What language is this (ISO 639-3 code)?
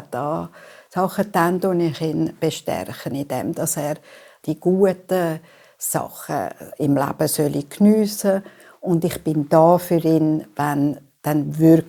gsw